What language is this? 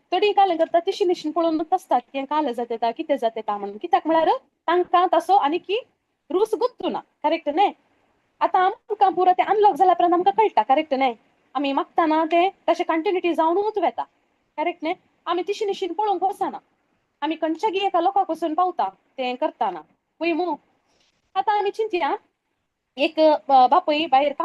Konkani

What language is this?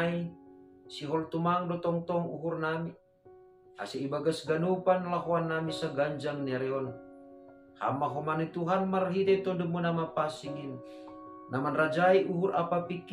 Batak Simalungun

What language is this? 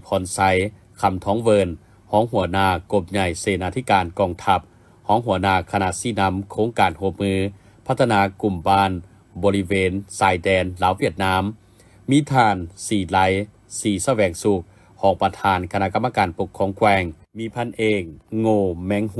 Lao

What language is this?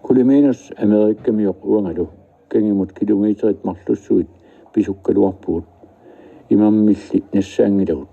Kalaallisut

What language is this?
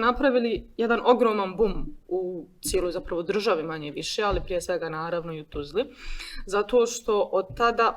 Bosnian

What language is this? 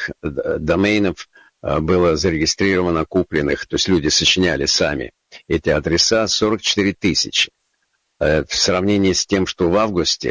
Russian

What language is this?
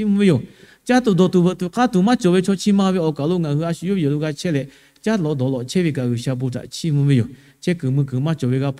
Lahu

